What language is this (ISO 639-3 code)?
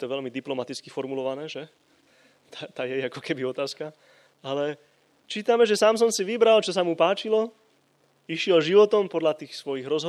slk